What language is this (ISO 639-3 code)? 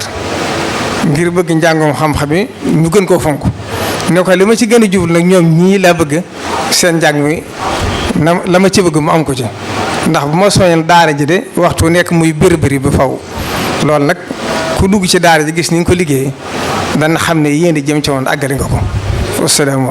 wol